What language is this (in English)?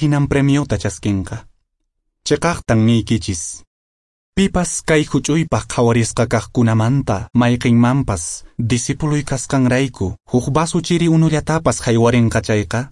Quechua